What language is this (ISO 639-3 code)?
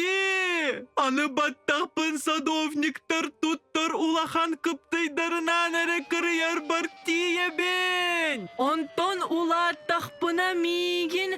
sah